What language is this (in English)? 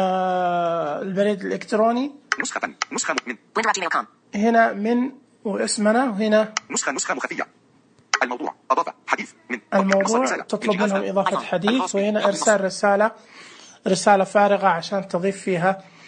Najdi Arabic